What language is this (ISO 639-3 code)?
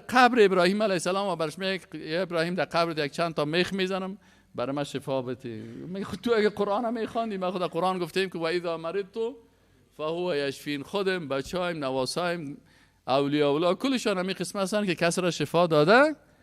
fas